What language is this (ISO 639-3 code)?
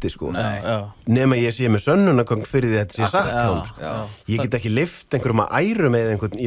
isl